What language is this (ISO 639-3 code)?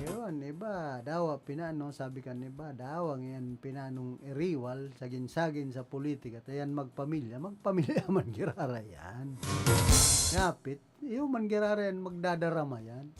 bik